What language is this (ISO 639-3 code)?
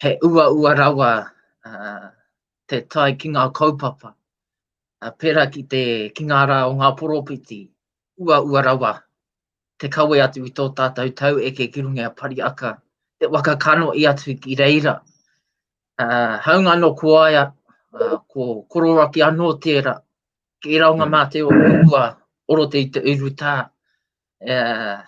mri